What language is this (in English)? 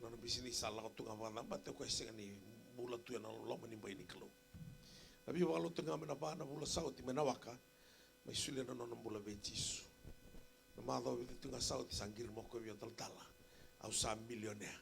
Fijian